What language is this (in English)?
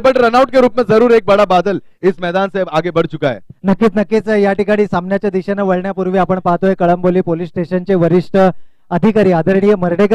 Marathi